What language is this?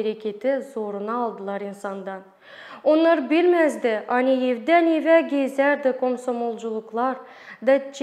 Gagauz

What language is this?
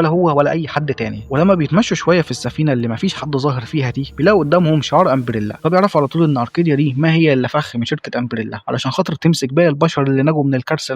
Egyptian Arabic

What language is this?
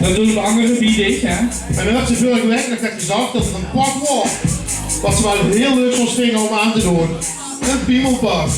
Limburgish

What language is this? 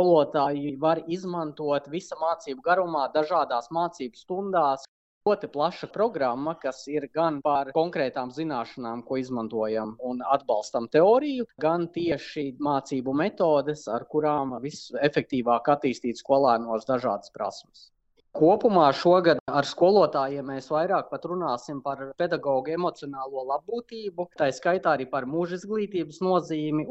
Latvian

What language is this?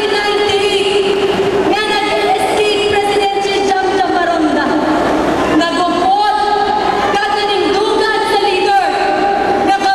Hiligaynon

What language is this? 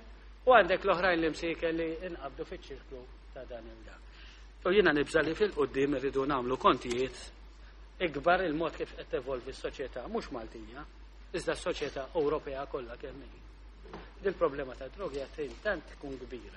Maltese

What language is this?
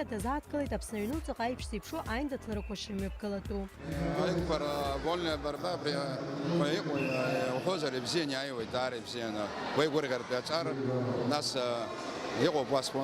Abkhazian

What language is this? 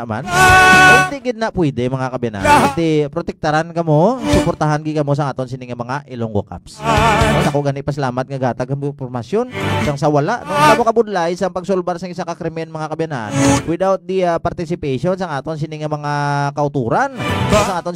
Hiligaynon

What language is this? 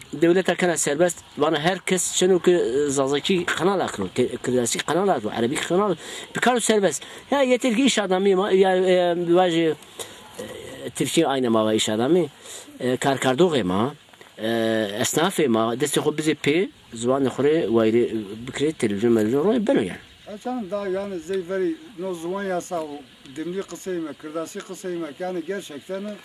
Zaza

